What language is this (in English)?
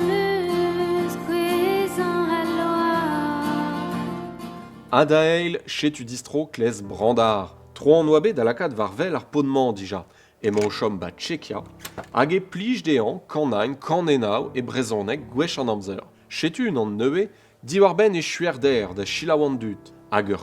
Breton